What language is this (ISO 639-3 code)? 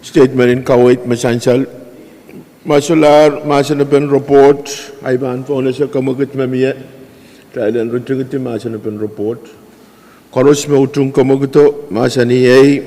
pon